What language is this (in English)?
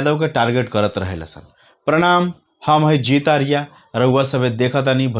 Bhojpuri